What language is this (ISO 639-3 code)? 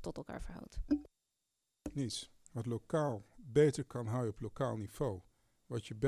nld